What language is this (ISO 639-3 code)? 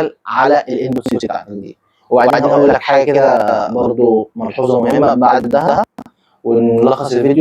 arz